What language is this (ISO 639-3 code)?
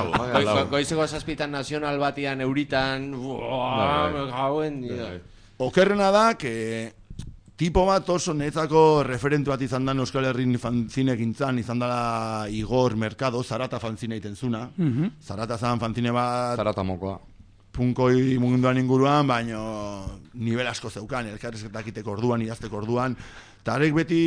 eus